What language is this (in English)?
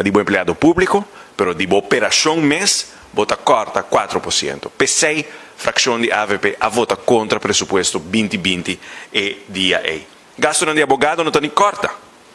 Papiamento